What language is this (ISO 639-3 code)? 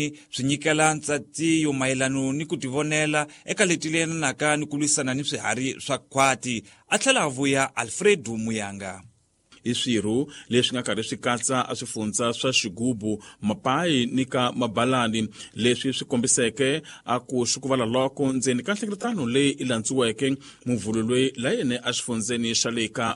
tso